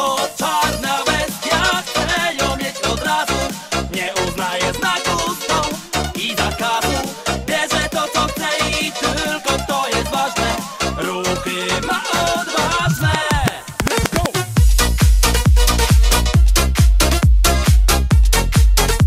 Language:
Polish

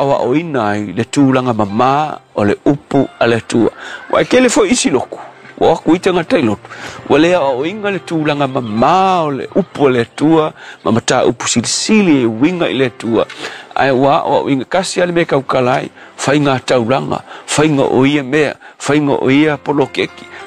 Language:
Samoan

